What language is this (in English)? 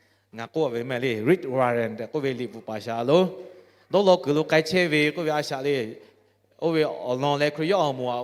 Lahu